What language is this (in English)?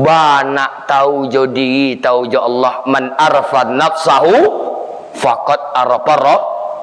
Minangkabau